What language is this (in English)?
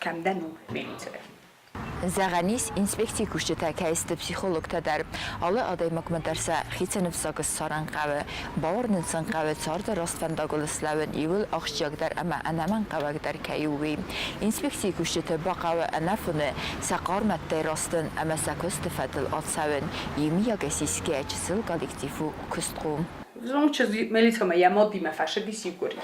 Ossetic